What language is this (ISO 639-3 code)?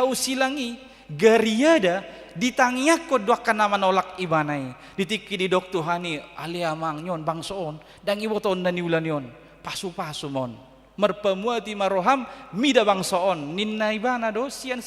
bbc